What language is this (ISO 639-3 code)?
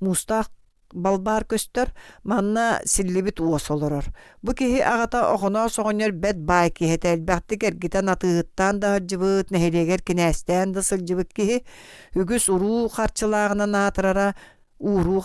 sah